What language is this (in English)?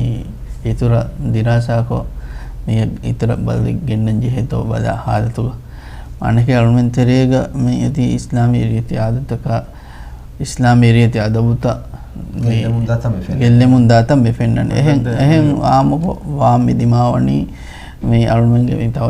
Divehi